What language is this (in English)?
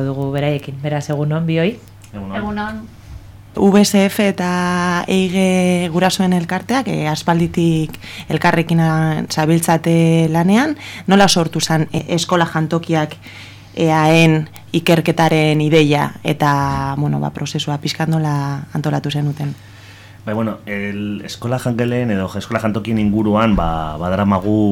Basque